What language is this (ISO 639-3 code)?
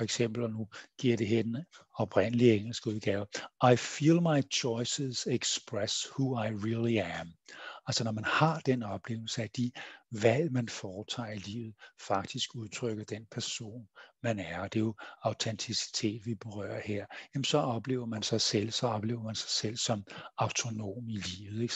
dan